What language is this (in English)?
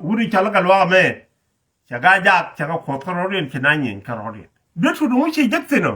Nuer